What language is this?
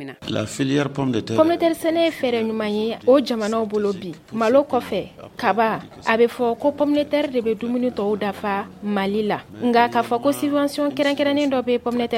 Bambara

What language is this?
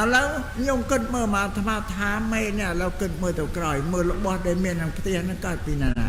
Khmer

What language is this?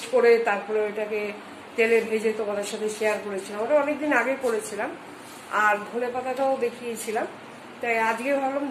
Bangla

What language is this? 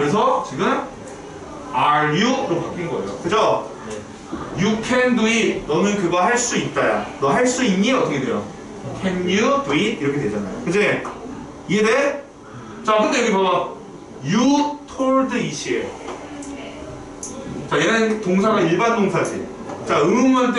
Korean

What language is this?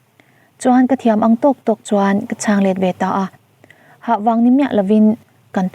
Mizo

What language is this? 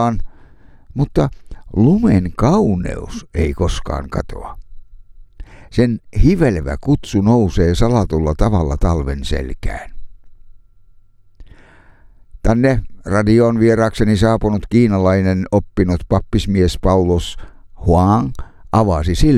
Finnish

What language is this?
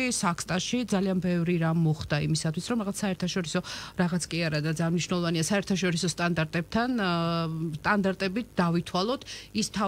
Georgian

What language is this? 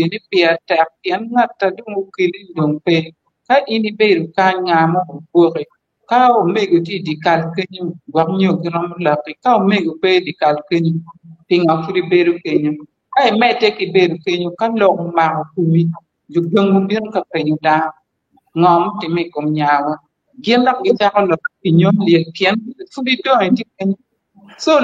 Acoli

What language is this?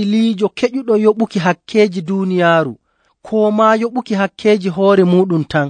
Nigerian Fulfulde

